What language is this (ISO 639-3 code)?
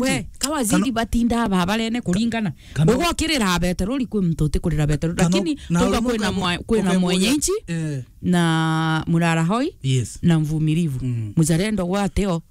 mer